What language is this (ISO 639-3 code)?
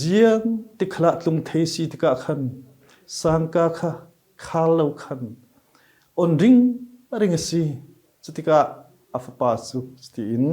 cfm